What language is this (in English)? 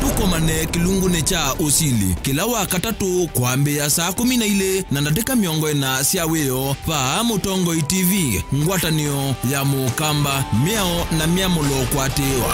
Kamba